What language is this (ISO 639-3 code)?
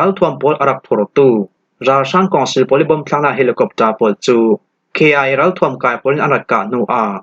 cnh